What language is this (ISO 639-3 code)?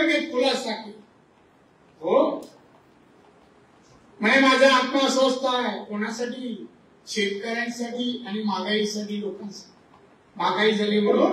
mar